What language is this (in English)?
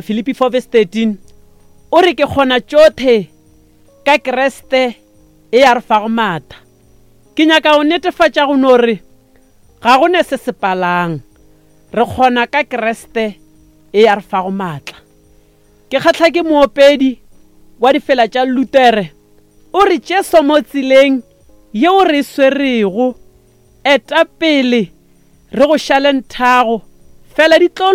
Northern Sotho